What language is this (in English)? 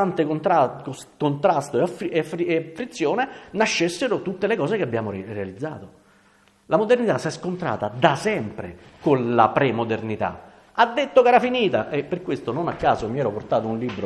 Italian